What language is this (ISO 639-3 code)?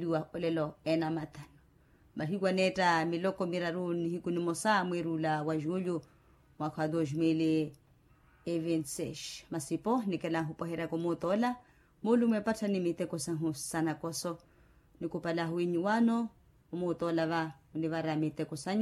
vmw